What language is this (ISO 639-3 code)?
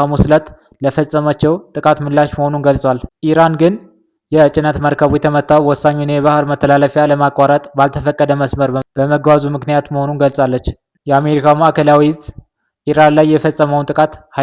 amh